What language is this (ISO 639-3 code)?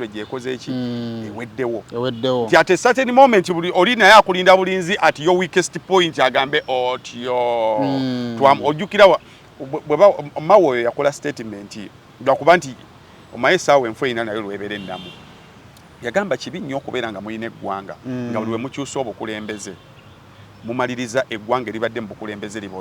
lug